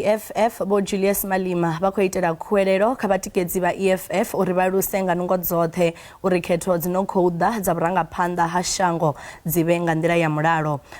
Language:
Venda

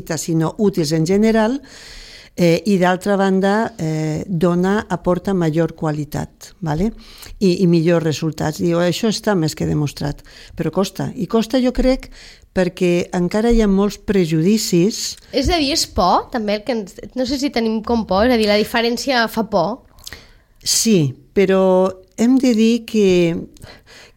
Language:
Catalan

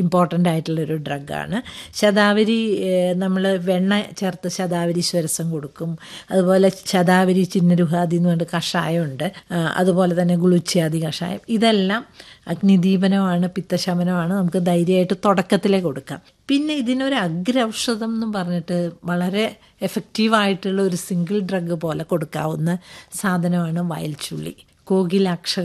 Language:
Malayalam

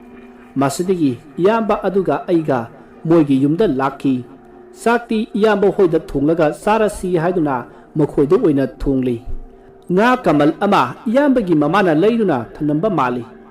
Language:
Manipuri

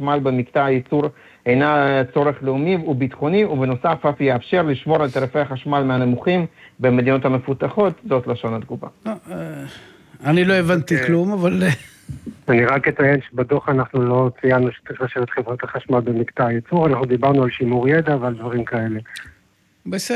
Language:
Hebrew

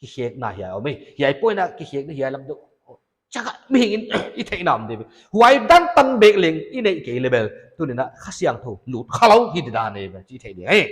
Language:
Paite Chin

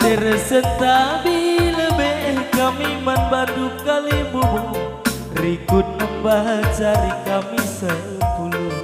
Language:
Batak Karo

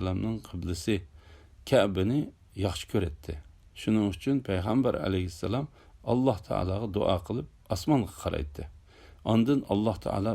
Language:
Uyghur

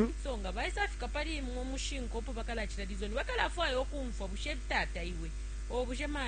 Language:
Bemba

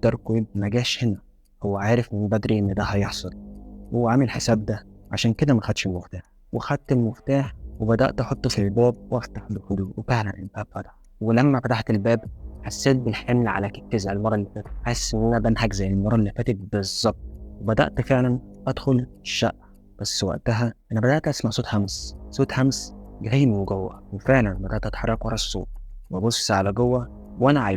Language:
Egyptian Arabic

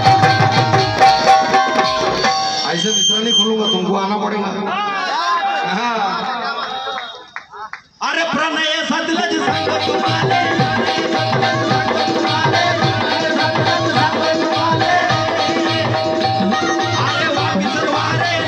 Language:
Marathi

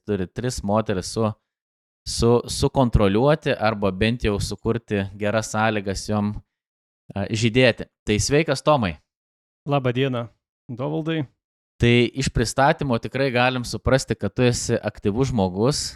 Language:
Lithuanian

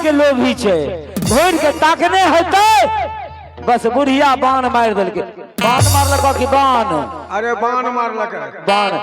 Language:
Maithili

